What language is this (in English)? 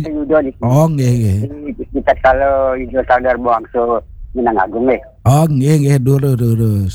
Balinese